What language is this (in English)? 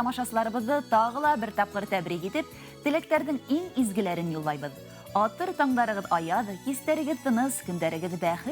Bashkir